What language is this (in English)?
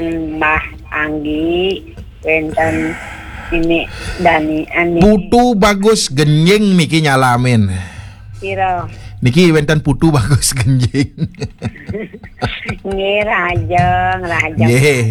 Balinese